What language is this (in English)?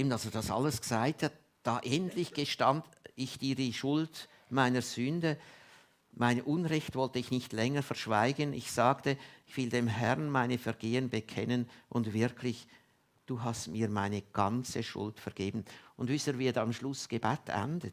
Swiss German